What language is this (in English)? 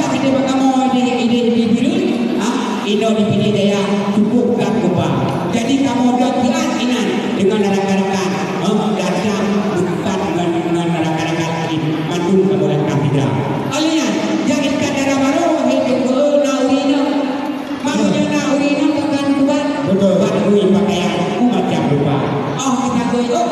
Achinese